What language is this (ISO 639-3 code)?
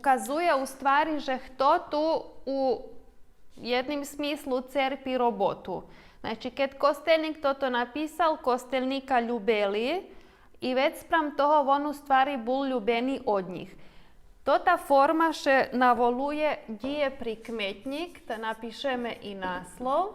rue